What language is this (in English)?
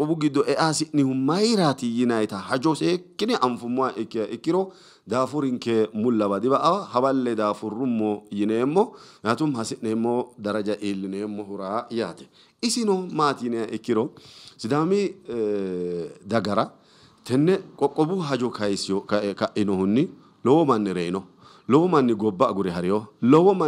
Sidamo